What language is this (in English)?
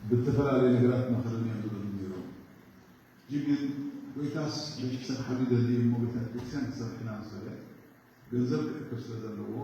Tigrinya